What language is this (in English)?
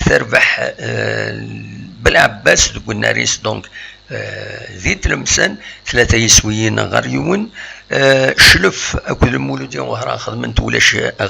Kabyle